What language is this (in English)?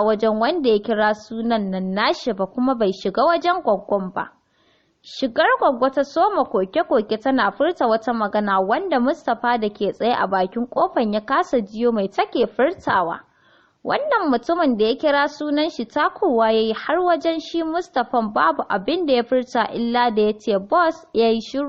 Hausa